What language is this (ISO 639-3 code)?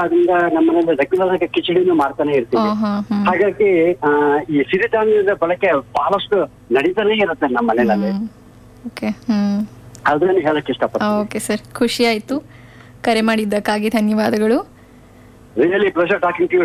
kan